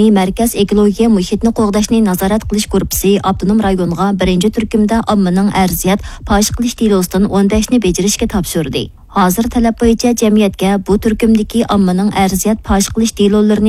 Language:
Uyghur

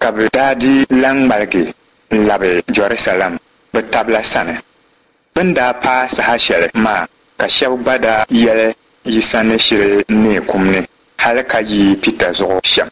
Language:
Dagbani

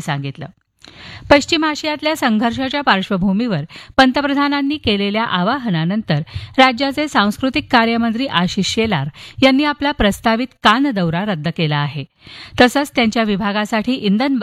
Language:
Marathi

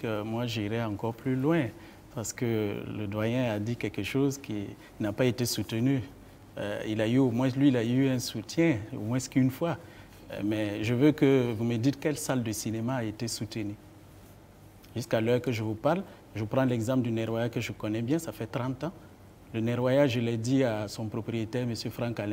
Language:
French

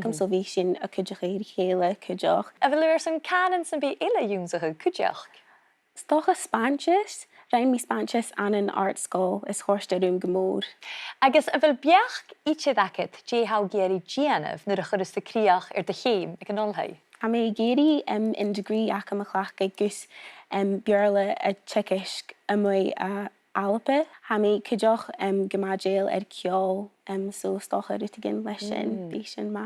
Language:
Scottish Gaelic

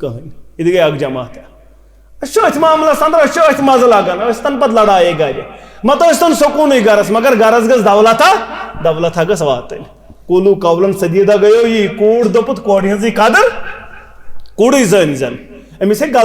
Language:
Kashmiri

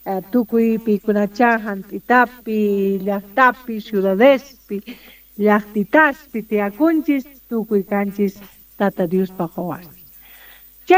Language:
Quechua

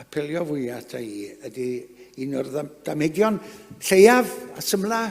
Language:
Welsh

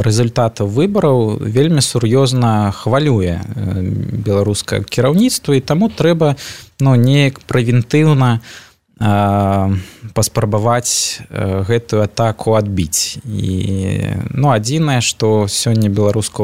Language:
Belarusian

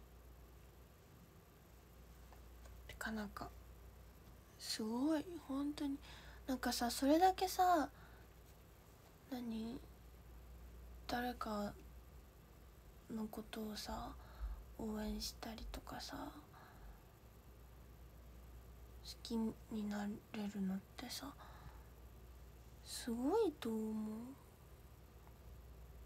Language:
Japanese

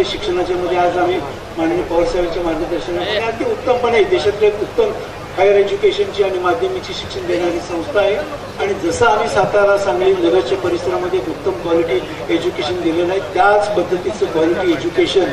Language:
Marathi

